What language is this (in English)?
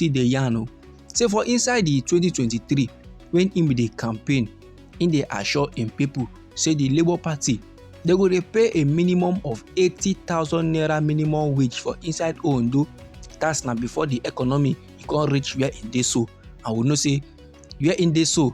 Nigerian Pidgin